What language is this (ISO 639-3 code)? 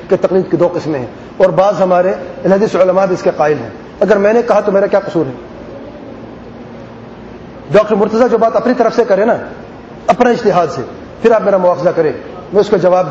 urd